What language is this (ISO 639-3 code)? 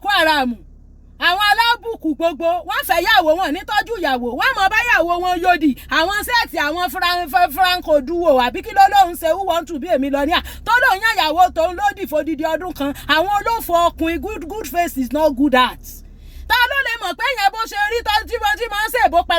yor